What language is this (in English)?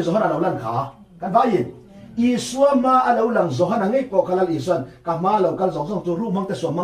Mizo